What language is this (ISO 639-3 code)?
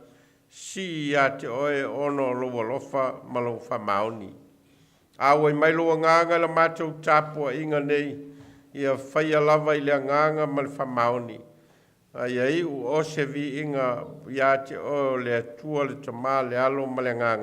smo